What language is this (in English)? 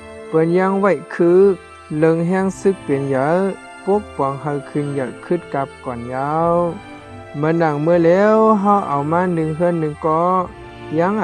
Shan